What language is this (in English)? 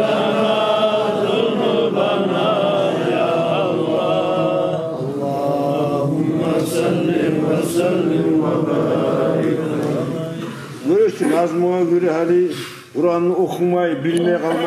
Kumyk